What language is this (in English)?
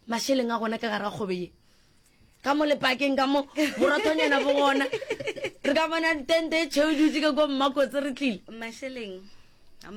Northern Sotho